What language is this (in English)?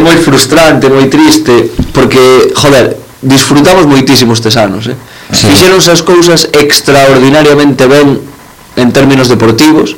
Galician